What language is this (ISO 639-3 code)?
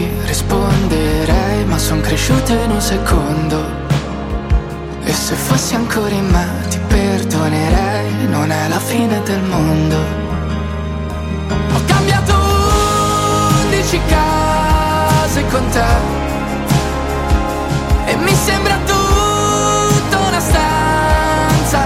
ita